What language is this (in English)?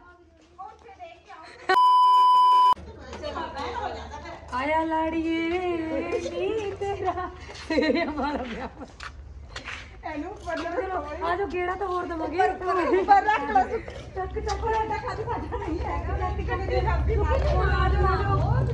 Punjabi